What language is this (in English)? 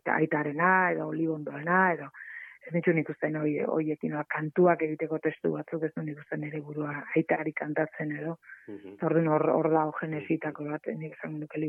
Basque